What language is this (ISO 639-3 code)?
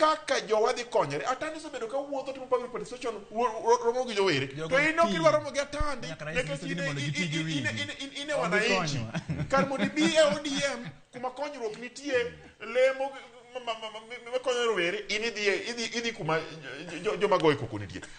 luo